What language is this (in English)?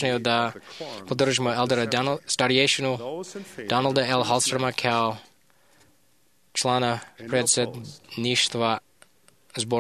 Croatian